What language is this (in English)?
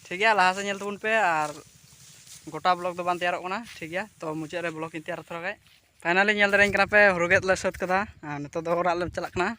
Santali